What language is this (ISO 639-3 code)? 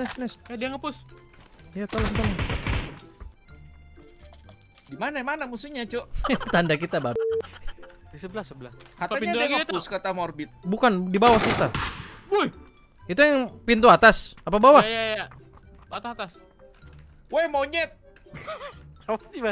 ind